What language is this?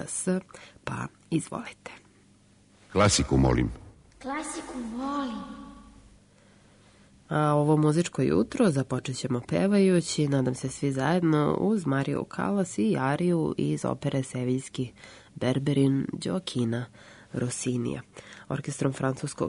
Serbian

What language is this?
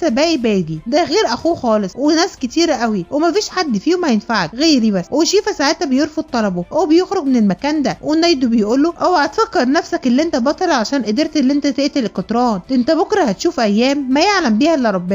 Egyptian Arabic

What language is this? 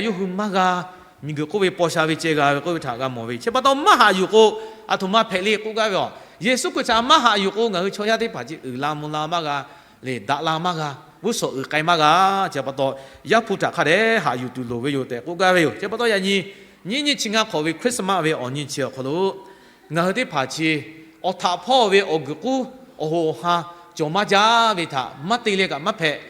Lahu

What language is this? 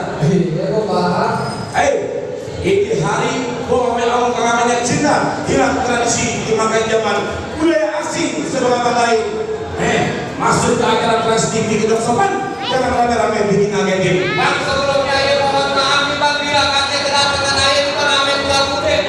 Betawi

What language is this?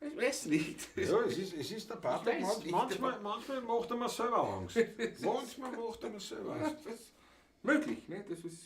Bavarian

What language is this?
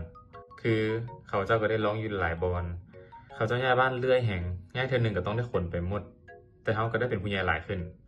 Lao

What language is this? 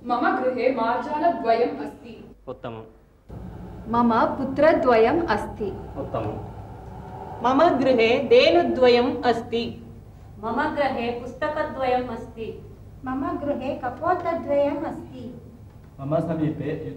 Sanskrit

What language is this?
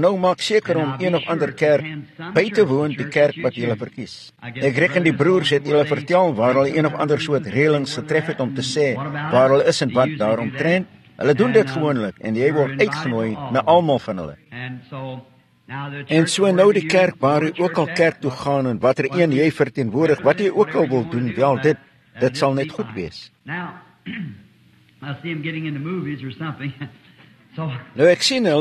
Afrikaans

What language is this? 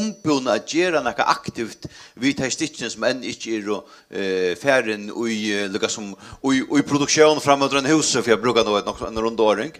Faroese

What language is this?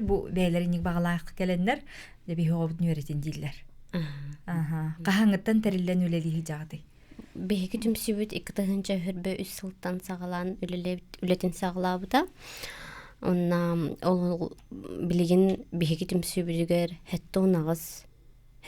Yakut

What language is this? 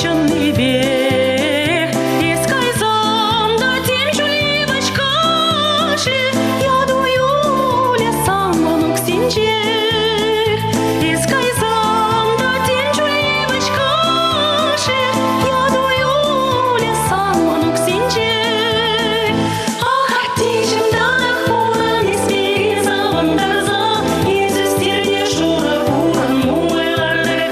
Chuvash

